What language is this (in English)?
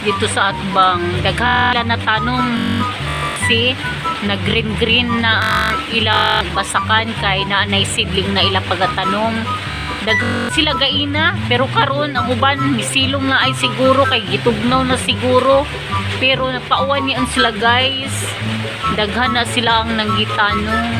Cebuano